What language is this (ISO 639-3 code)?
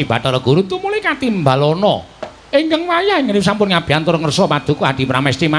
jav